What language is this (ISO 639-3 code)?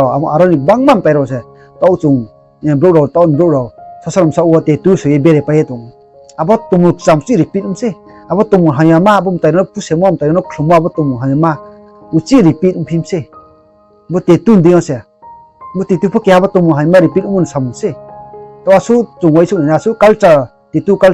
ria